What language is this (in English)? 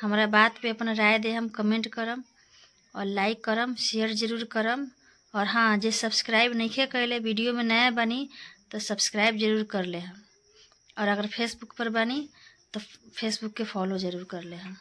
Bhojpuri